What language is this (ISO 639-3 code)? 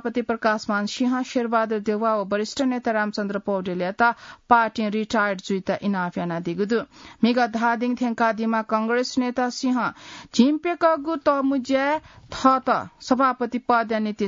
new